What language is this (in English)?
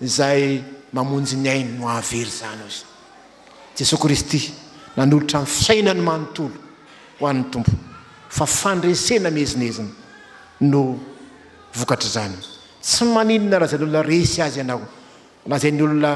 Malagasy